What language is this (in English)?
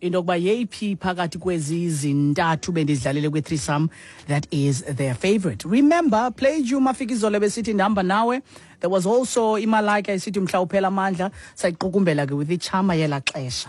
Xhosa